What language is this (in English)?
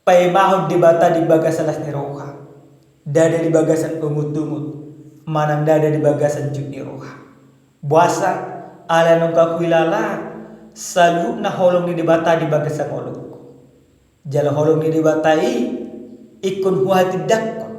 Batak Toba